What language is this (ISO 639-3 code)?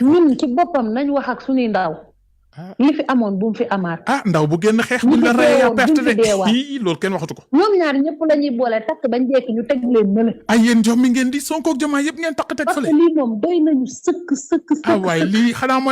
wol